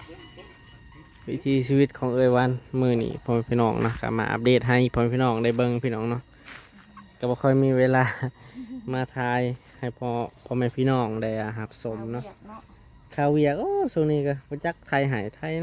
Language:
Lao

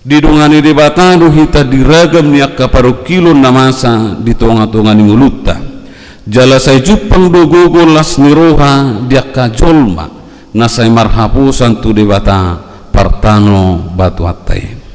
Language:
Batak Toba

